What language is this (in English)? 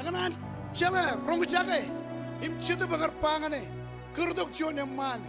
Marshallese